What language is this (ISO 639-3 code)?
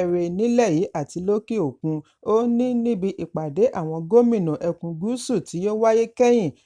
yor